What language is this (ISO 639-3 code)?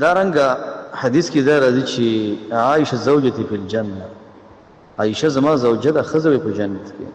pus